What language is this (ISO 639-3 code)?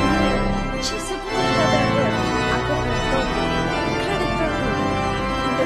ron